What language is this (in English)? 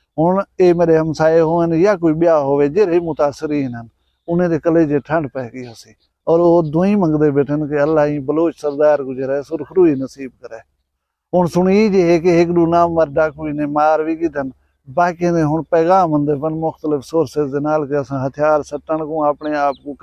Saraiki